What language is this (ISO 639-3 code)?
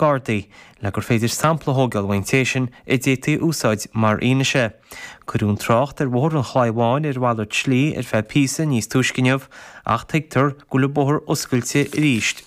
gle